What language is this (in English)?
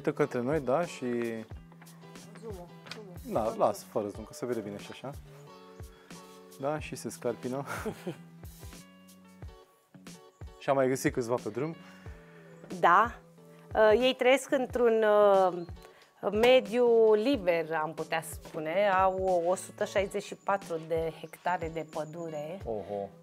Romanian